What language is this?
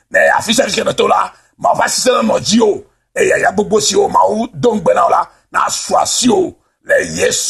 Ewe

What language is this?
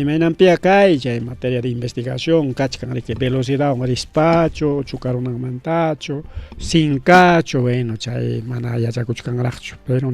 Ayacucho Quechua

